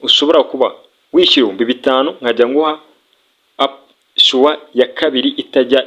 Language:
Kinyarwanda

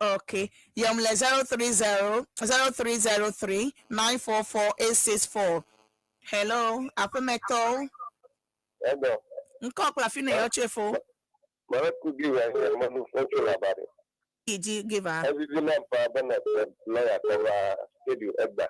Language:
Ewe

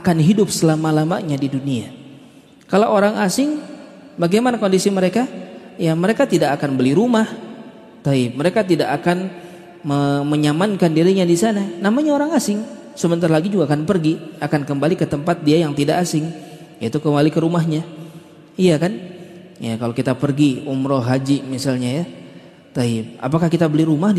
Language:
Indonesian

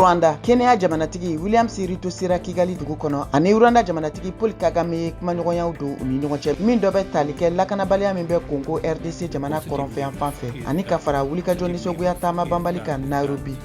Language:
Bambara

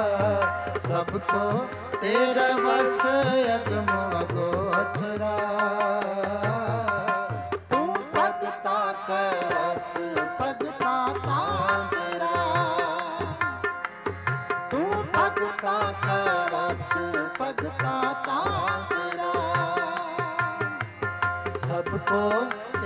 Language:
Punjabi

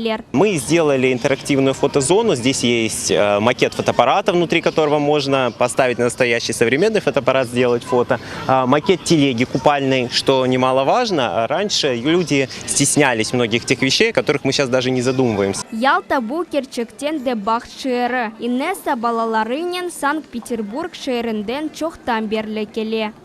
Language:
Crimean Tatar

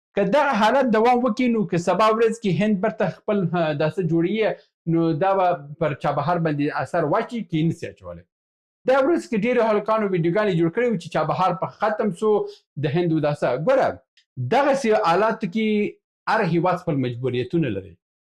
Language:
Pashto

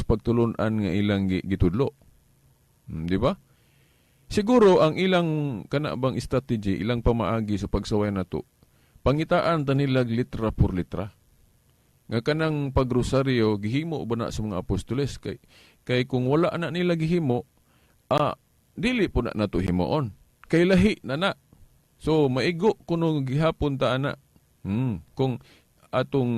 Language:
Cebuano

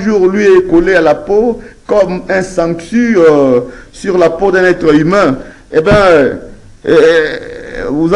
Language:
French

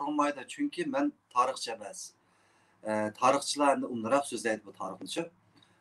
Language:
Uyghur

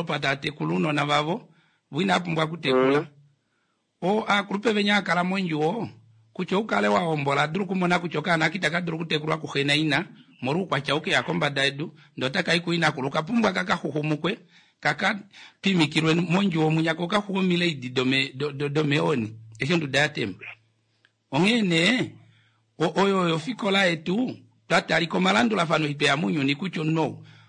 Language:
Kuanyama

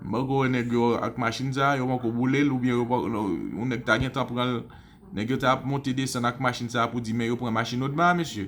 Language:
Haitian Creole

